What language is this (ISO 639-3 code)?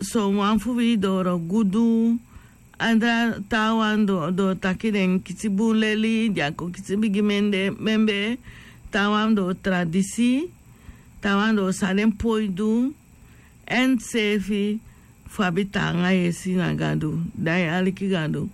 srn